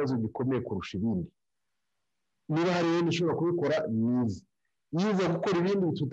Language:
Kinyarwanda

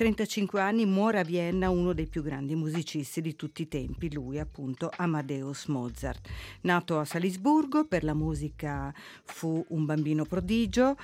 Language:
Italian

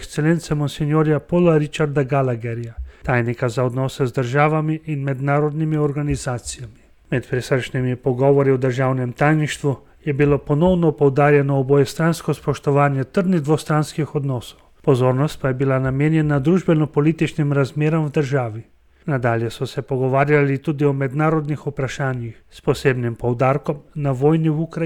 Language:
Slovenian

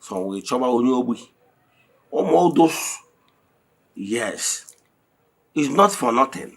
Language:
Igbo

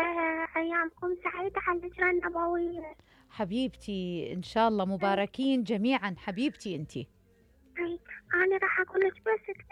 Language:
Mesopotamian Arabic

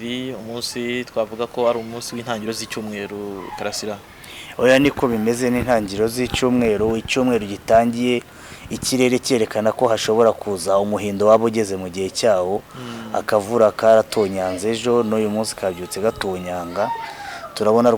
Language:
Kinyarwanda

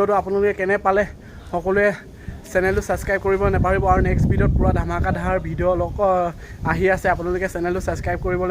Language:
Assamese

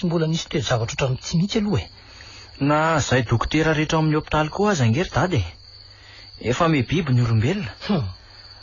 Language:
Malagasy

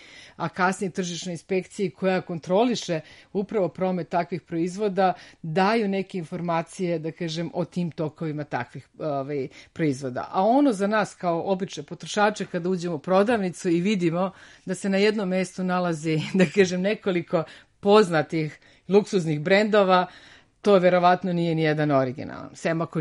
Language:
Serbian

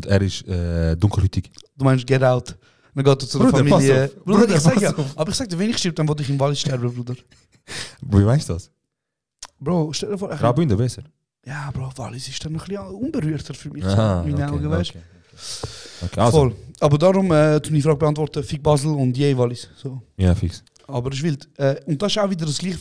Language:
Swiss German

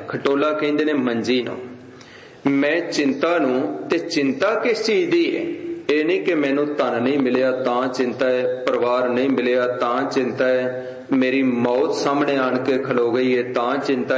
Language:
Punjabi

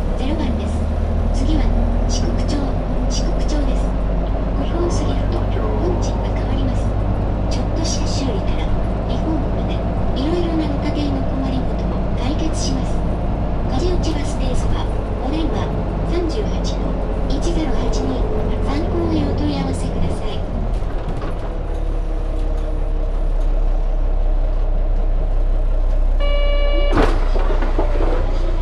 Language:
Japanese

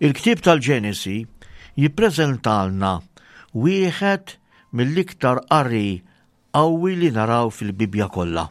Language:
Maltese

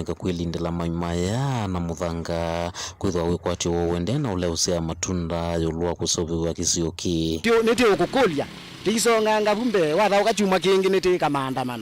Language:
Kamba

